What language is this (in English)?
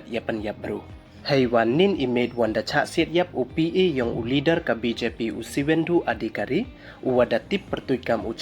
Pnar